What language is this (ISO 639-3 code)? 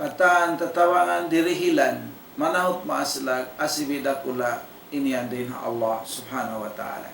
tsg